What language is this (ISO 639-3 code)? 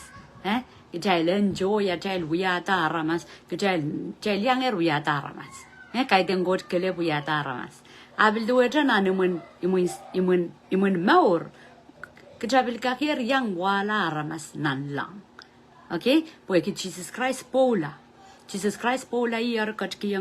pon